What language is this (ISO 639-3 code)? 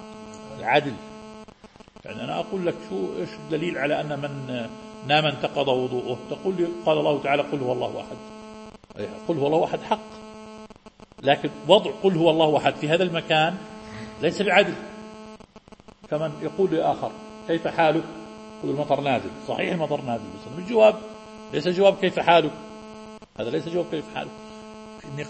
ara